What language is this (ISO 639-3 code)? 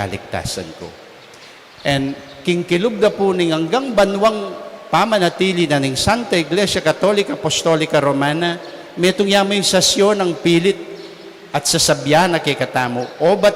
pam